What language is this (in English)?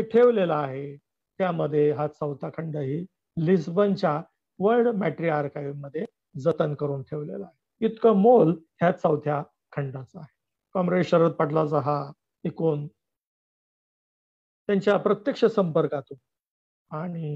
Marathi